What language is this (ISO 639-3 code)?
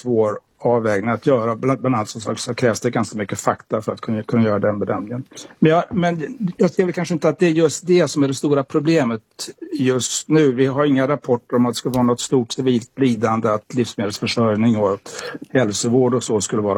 swe